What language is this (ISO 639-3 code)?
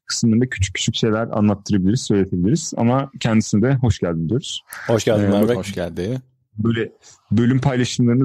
tur